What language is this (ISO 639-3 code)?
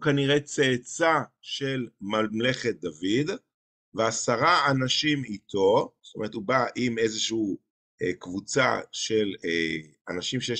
heb